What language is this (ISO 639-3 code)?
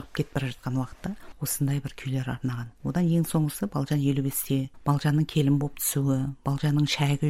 kaz